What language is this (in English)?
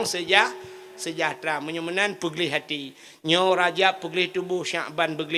Achinese